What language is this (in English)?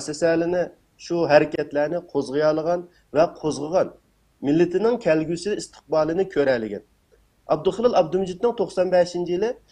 Uyghur